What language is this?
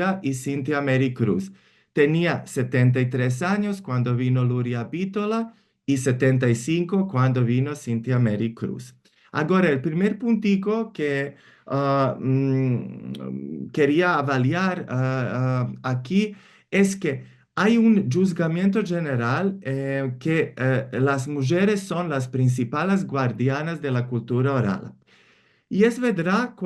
Ladino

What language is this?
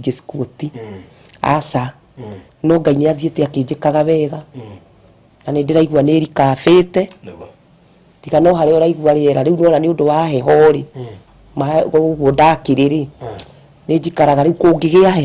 Kikuyu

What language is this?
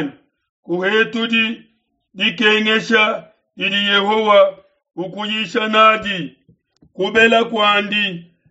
Luba-Lulua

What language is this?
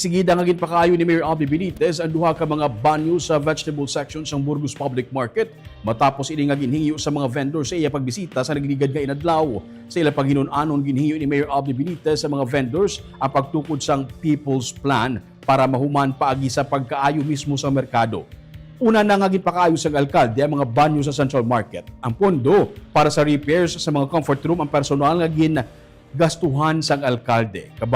Hiligaynon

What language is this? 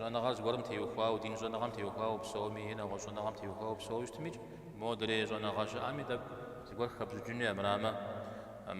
Kabardian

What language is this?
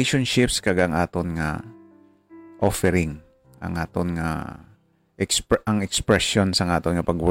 Hiligaynon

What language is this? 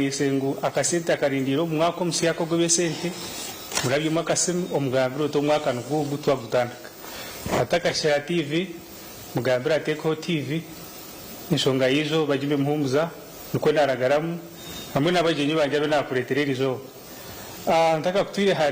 Nyankole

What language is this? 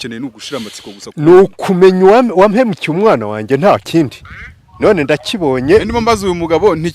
Kinyarwanda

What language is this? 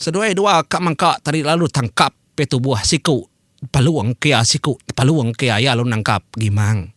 Iban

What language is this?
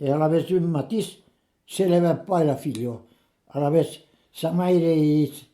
Occitan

